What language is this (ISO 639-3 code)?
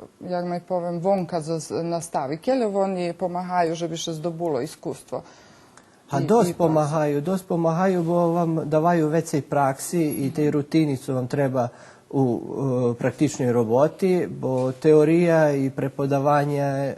rue